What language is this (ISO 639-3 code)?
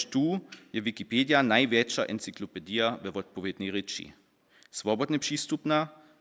hsb